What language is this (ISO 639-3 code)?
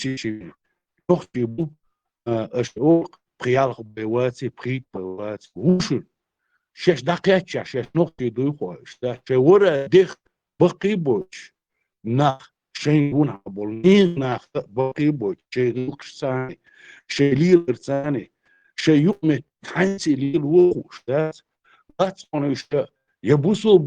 che